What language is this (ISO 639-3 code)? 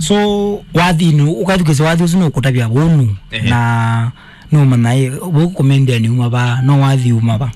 kam